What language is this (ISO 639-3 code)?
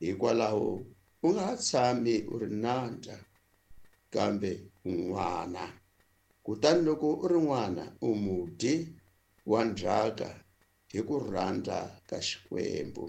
tso